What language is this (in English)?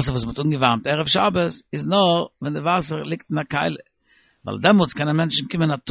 Yiddish